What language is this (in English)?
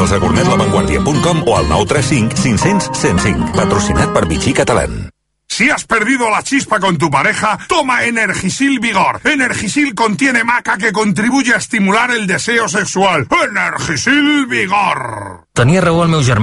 Catalan